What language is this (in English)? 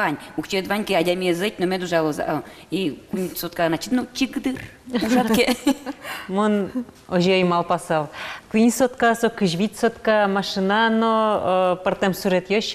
Udmurt